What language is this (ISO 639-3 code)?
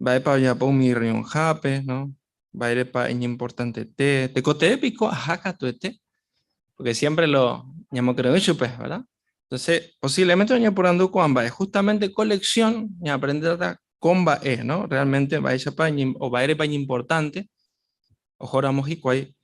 grn